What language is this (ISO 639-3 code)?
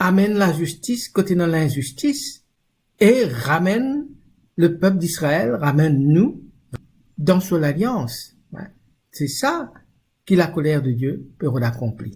mfe